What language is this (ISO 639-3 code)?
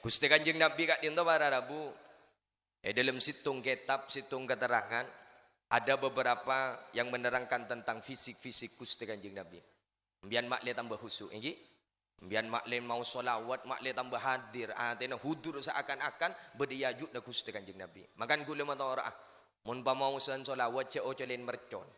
mad